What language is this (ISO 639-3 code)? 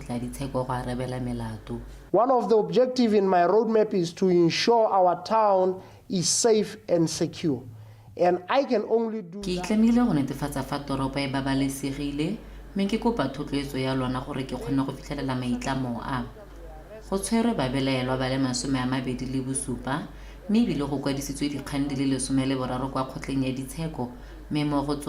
tsn